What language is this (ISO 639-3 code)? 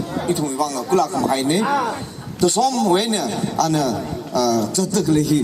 nmf